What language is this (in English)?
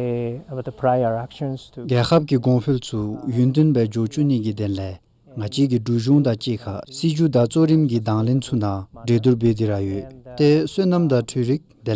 Dzongkha